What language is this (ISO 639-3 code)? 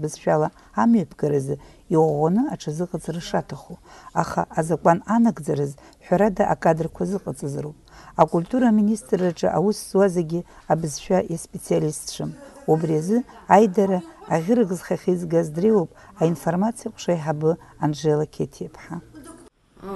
abk